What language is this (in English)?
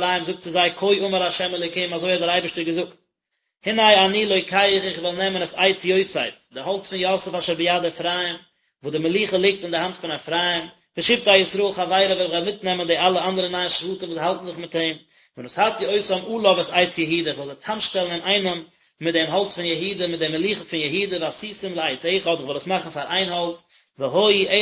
Yiddish